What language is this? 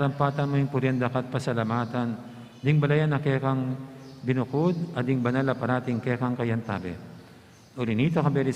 Pampanga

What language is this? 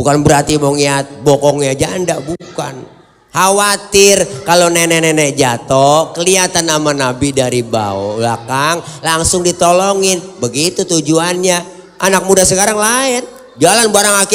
Betawi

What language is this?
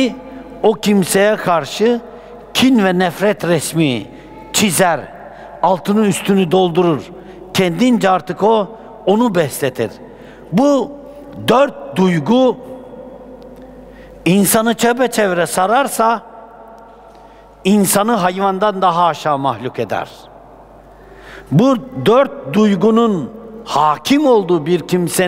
Turkish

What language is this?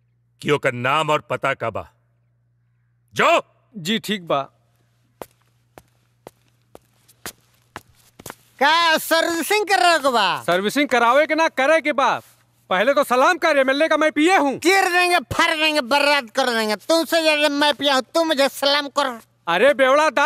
Bhojpuri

